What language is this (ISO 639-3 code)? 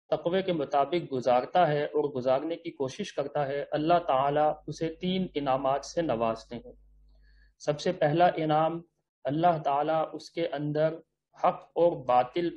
urd